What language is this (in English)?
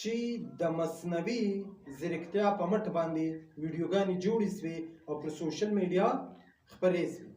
Pashto